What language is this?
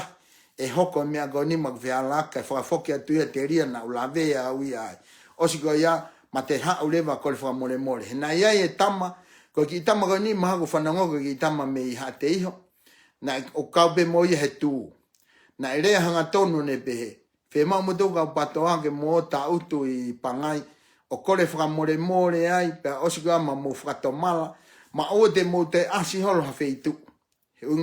Tongan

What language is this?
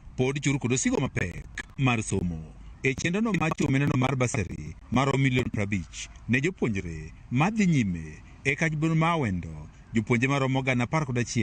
Luo (Kenya and Tanzania)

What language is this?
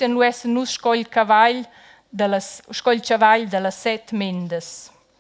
Romansh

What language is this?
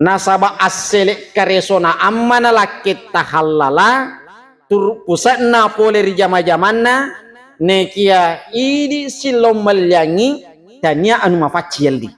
Buginese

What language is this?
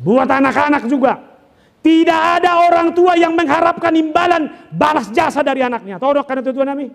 Batak Toba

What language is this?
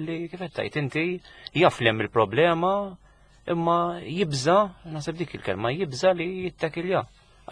Maltese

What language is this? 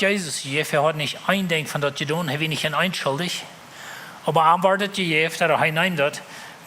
Plautdietsch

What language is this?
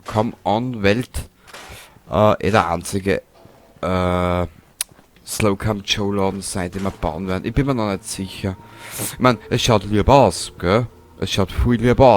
Bavarian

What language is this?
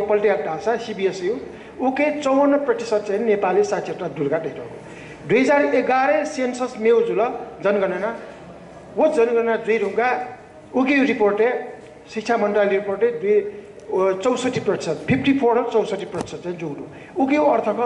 Newari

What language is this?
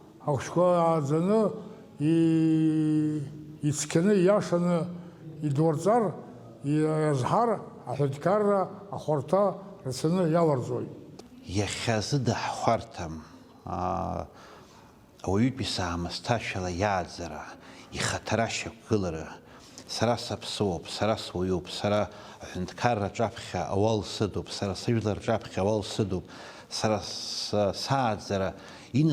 Abkhazian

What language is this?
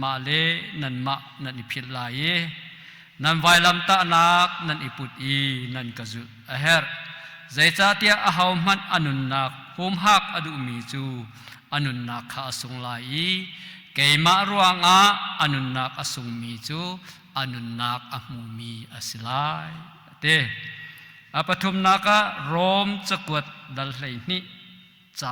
Hakha Chin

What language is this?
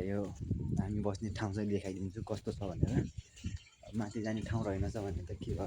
Nepali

